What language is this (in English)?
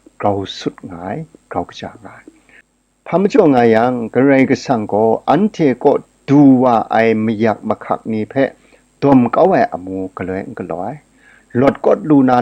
Kachin